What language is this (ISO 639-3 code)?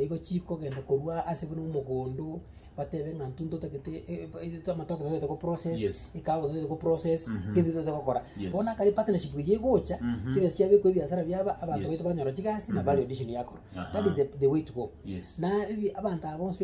guz